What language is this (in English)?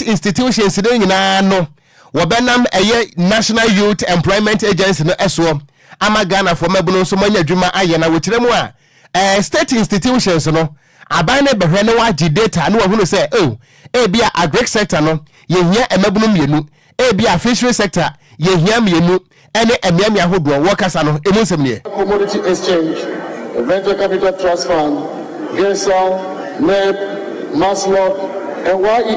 Akan